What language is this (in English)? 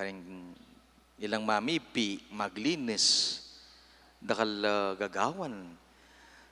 Pampanga